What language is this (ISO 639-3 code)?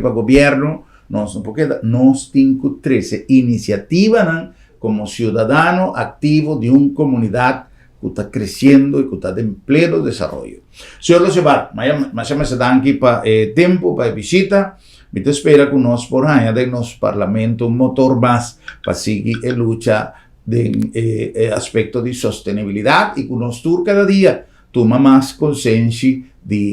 pap